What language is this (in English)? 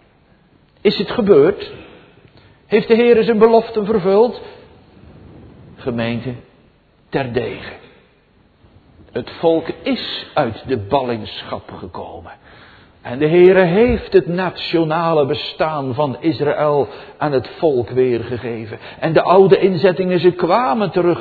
Dutch